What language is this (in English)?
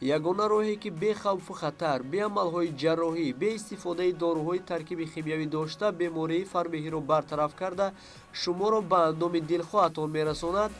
Tajik